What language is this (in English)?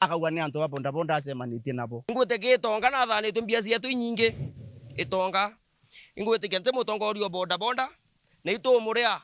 Meru